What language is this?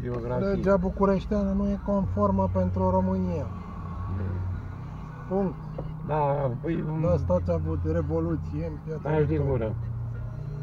Romanian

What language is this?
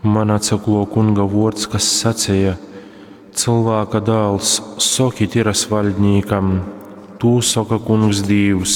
Latgalian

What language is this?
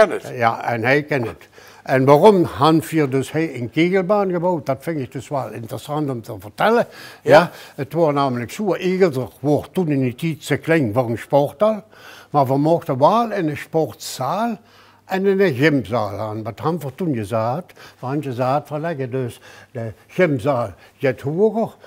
Limburgish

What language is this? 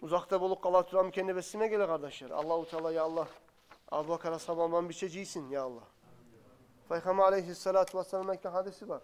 Kumyk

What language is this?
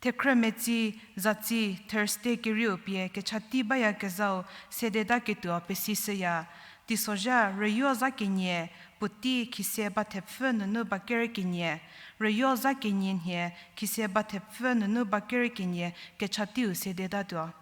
Angami Naga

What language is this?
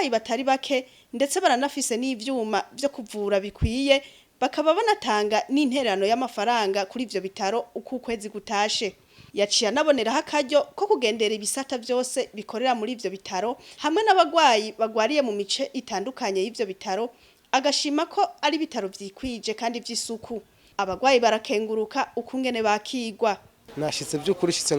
Rundi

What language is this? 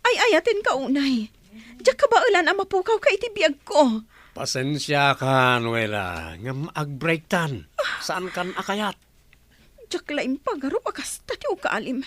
Iloko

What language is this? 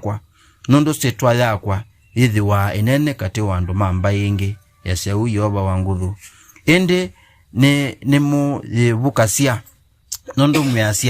Kamba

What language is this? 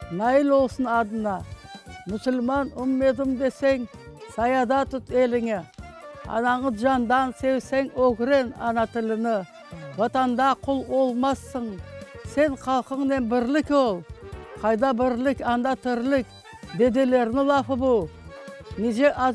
Crimean Tatar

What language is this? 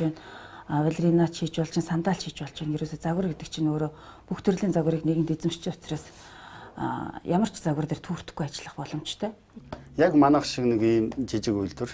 Mongolian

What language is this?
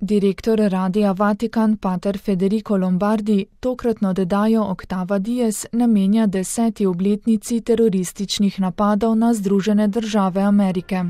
Slovenian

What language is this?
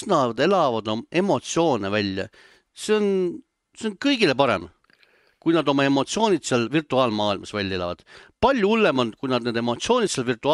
Estonian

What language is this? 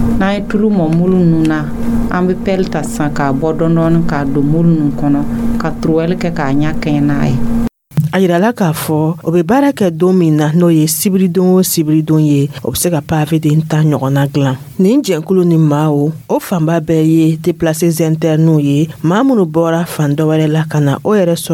Dyula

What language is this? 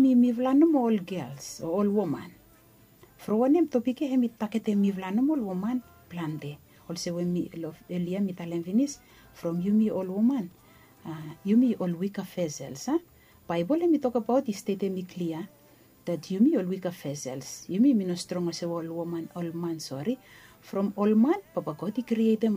Bislama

